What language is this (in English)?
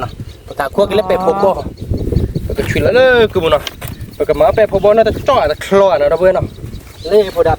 S'gaw Karen